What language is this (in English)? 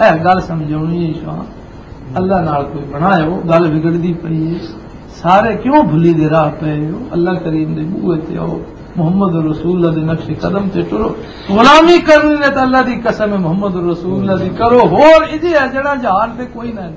Western Panjabi